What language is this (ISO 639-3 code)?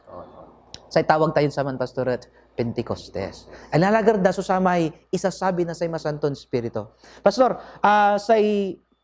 pag